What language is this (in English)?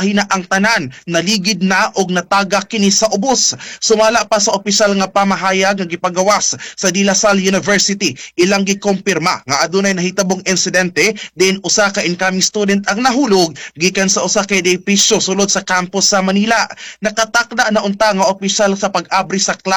Cebuano